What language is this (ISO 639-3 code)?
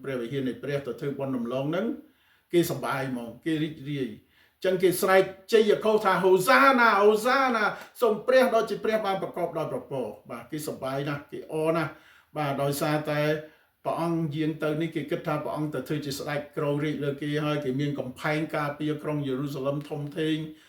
khm